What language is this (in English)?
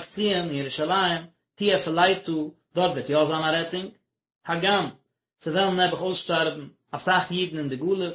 Yiddish